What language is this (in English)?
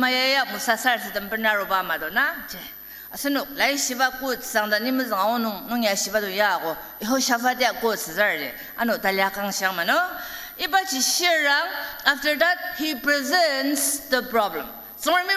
Ao Naga